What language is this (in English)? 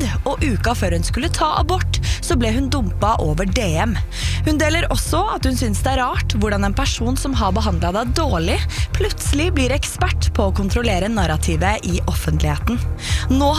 Norwegian